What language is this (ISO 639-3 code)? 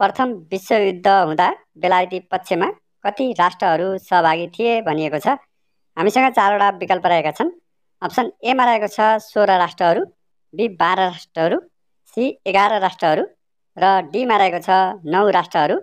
nep